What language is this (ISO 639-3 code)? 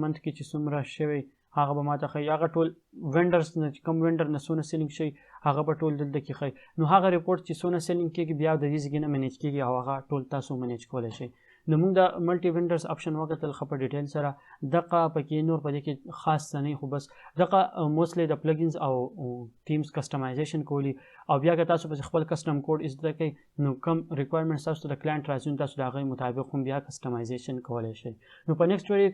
pus